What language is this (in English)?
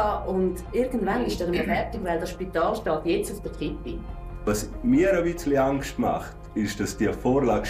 Romansh